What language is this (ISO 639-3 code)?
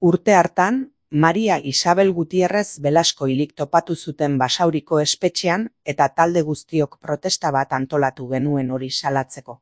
eus